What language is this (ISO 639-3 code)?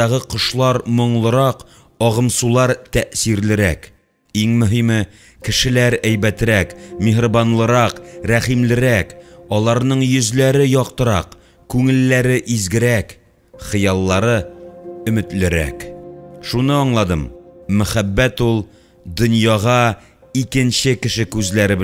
tat